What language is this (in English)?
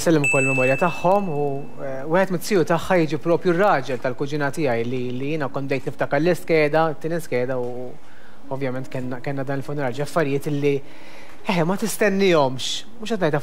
Maltese